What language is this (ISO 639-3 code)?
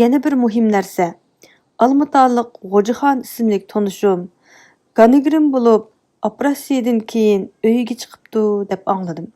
uig